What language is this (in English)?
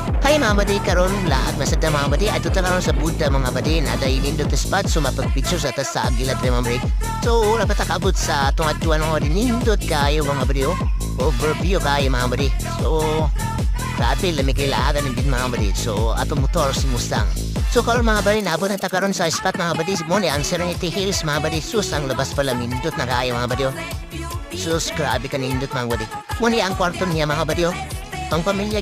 Cebuano